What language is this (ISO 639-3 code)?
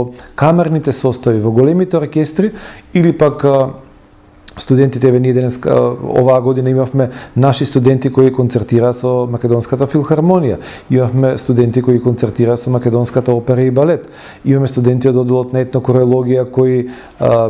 mkd